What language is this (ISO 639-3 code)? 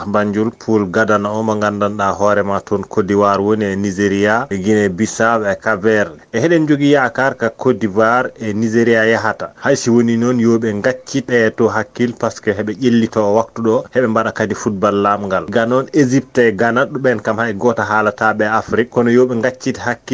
ful